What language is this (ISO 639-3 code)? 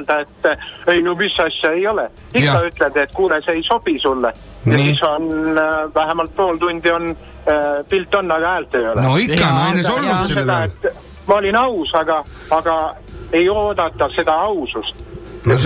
est